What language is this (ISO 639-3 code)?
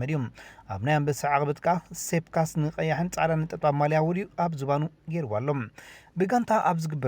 tir